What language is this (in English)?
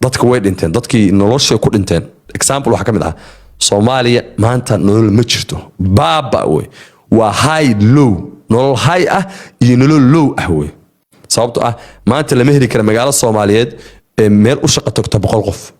Somali